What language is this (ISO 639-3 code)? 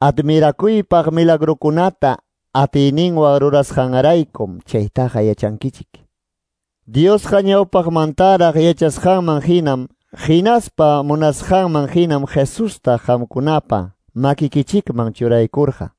que